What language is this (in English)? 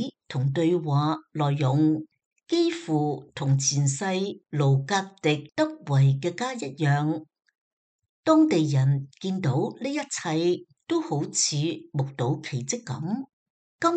Cantonese